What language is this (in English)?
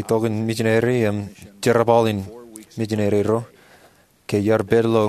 Marshallese